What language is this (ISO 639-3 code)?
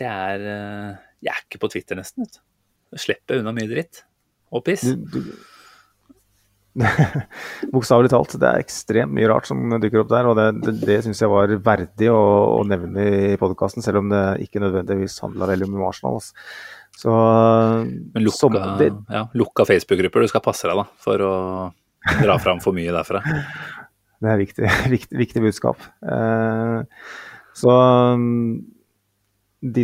nor